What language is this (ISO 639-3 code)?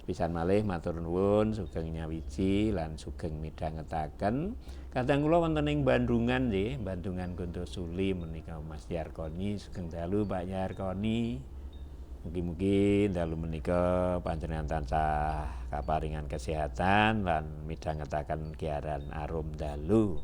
jav